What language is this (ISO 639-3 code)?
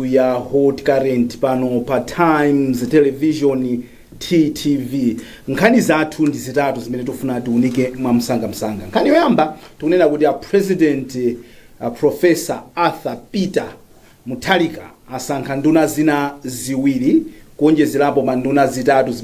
nya